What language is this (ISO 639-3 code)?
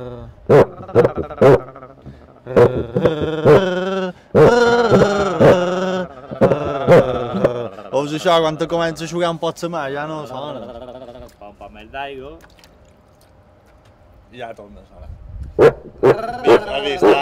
cat